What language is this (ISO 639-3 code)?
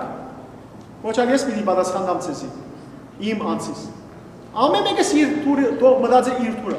hyw